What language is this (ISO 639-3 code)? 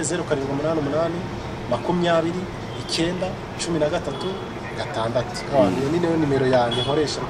kin